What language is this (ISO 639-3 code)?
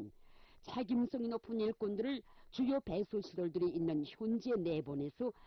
kor